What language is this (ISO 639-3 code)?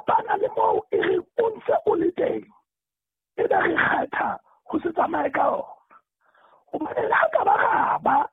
sot